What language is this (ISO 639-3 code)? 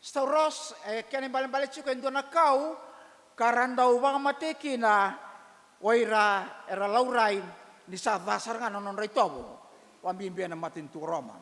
fij